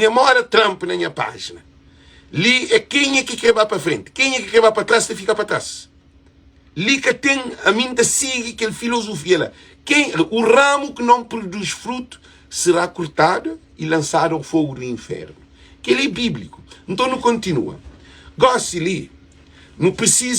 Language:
Kabuverdianu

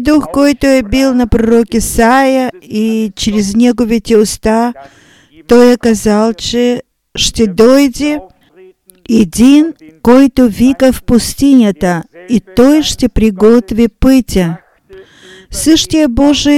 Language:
Bulgarian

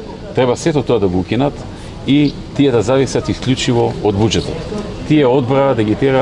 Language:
Macedonian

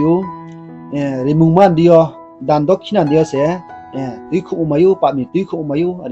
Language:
Riang (India)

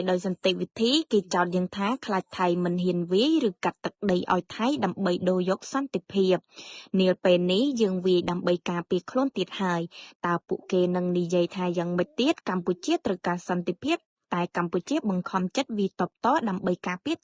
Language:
Khmer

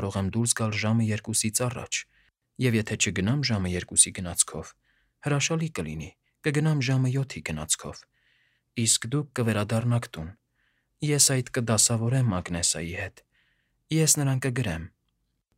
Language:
Armenian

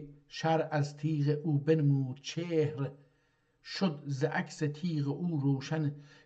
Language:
South Azerbaijani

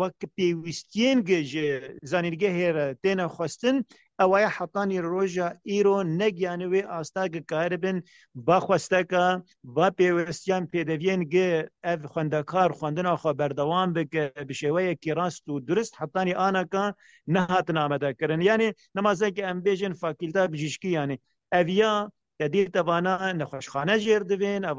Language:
Kurdish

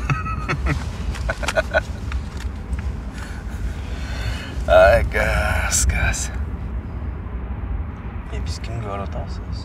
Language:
Kyrgyz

